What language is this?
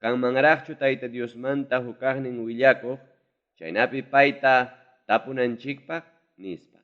Ayacucho Quechua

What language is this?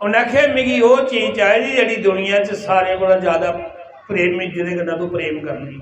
Dogri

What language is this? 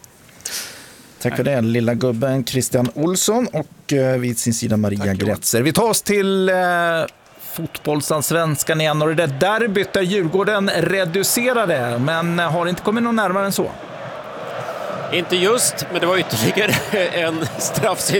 Swedish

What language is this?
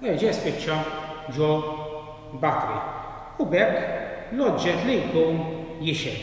Maltese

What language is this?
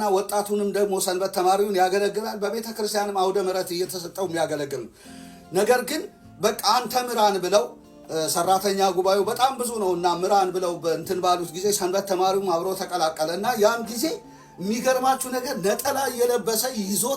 Amharic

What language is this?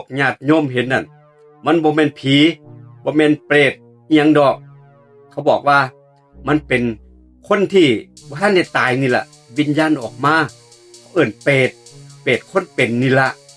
Northeastern Thai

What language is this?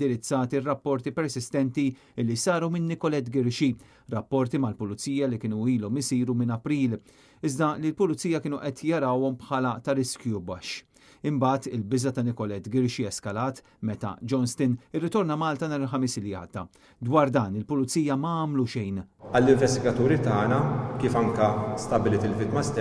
Maltese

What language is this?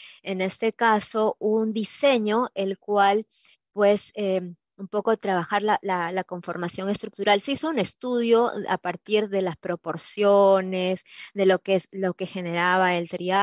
Spanish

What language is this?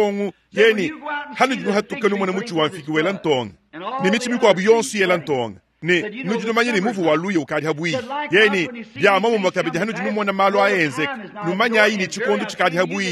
Luba-Lulua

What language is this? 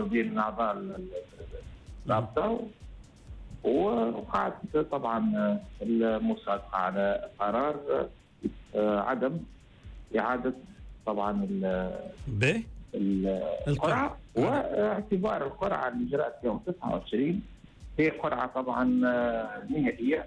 Tunisian Arabic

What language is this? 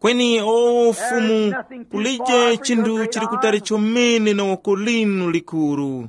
Tumbuka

